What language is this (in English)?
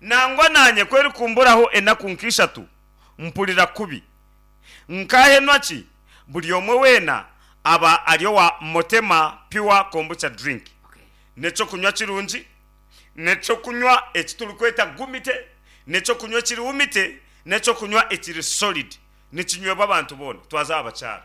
Nyankole